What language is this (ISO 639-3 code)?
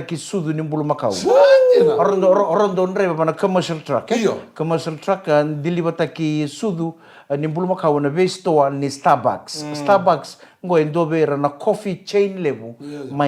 fij